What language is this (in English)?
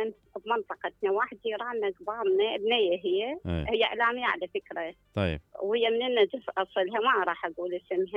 Mesopotamian Arabic